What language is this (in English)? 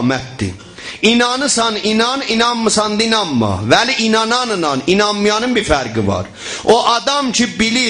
South Azerbaijani